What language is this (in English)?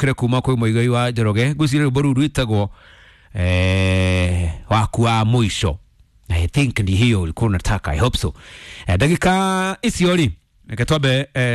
Kikuyu